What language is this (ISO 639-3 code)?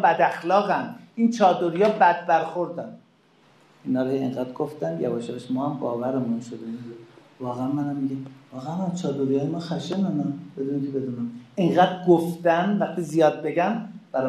fas